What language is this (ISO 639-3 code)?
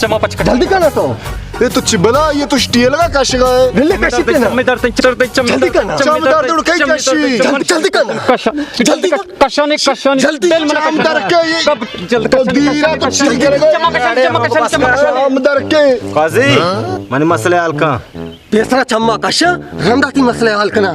bal